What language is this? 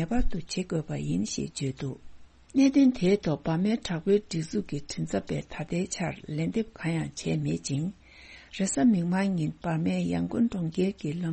Tibetan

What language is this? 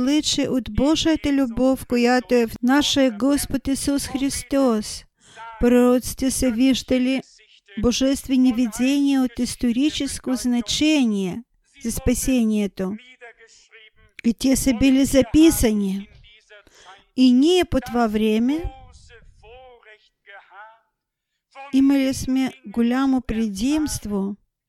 Bulgarian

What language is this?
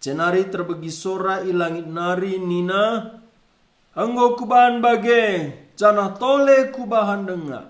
Batak Karo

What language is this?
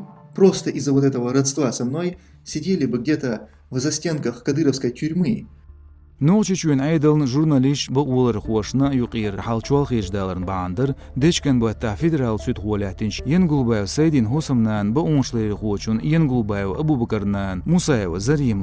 Chechen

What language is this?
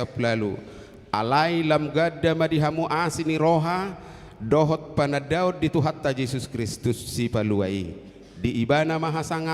Batak Toba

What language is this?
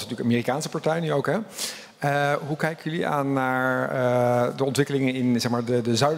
Dutch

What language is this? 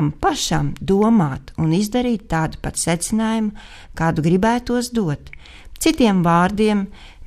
Latvian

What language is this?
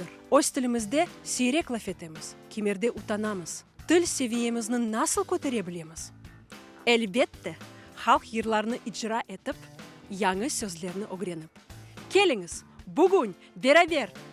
Crimean Tatar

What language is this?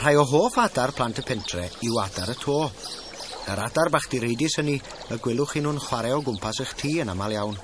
Welsh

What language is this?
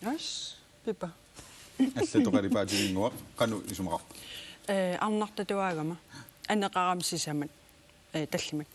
Kalaallisut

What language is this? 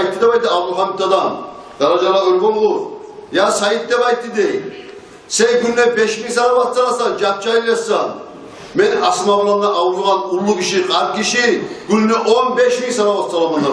Kumyk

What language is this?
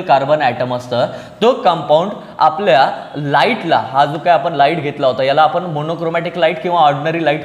Marathi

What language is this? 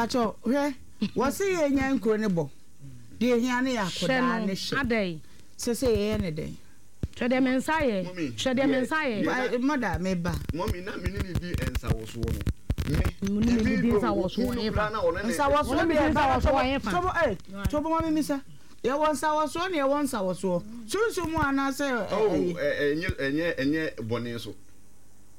Akan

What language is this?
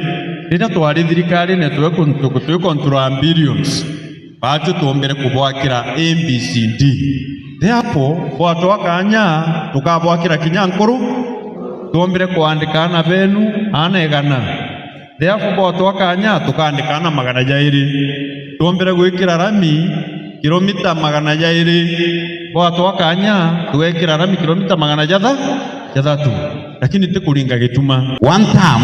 Meru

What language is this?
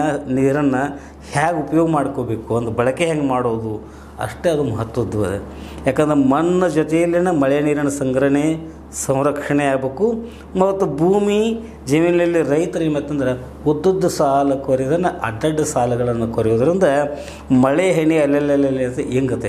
Kannada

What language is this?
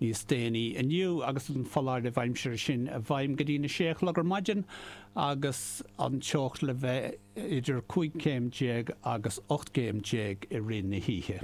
Irish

